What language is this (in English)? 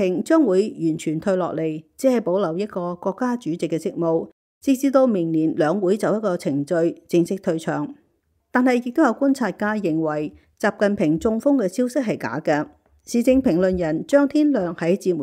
Cantonese